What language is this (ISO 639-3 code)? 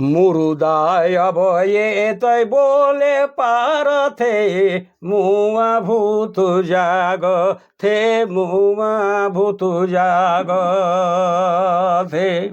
sck